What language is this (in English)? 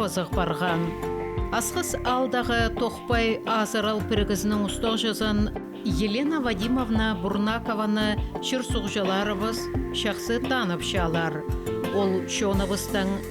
Khakas